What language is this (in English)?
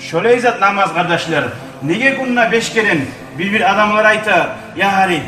Kumyk